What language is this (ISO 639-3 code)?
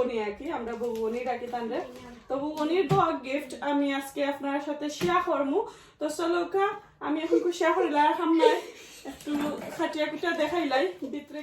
syl